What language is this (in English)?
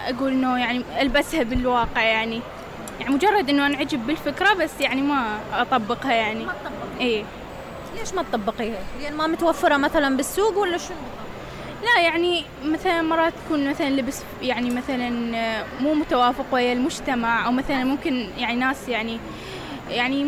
Mesopotamian Arabic